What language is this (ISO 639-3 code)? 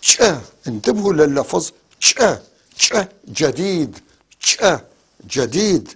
apc